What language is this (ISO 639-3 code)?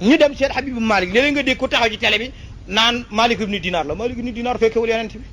wol